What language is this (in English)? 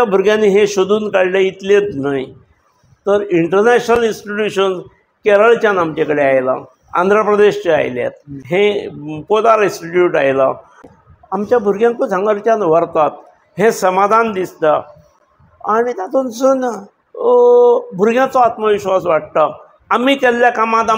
Konkani